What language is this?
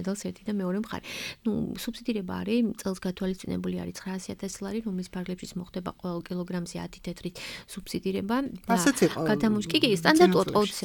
Georgian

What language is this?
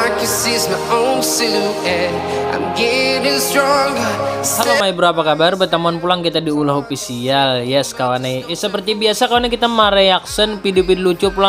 Banjar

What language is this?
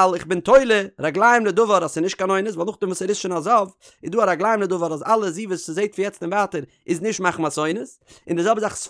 Yiddish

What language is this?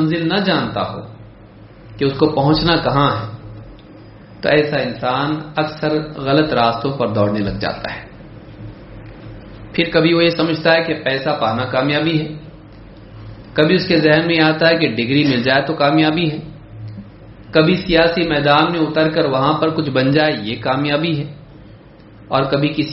Urdu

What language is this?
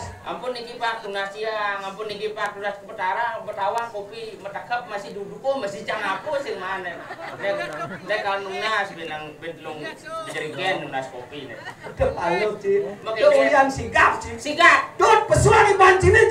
Balinese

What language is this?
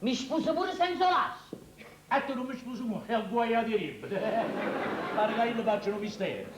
Neapolitan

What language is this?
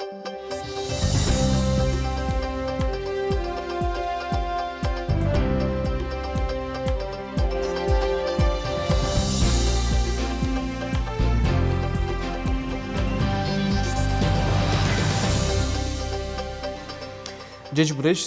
Udmurt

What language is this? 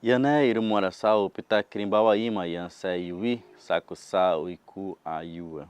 Nheengatu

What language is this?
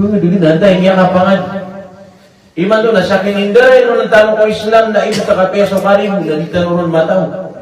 Maranao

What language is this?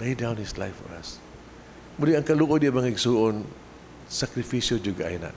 Cebuano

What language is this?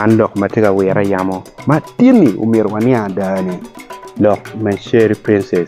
Acoli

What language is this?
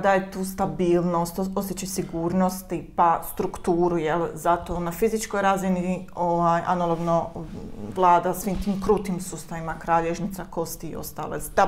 Croatian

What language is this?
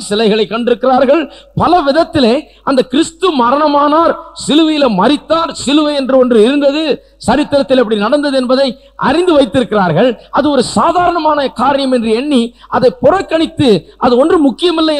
Tamil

